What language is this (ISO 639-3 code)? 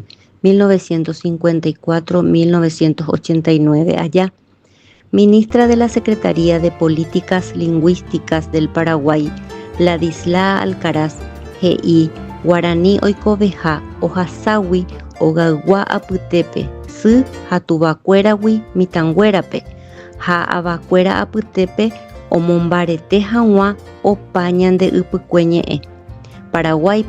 grn